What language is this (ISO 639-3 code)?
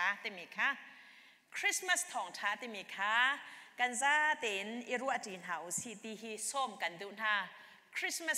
cnh